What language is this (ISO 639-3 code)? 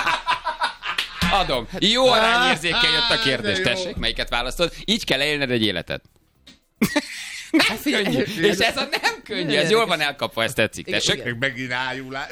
hun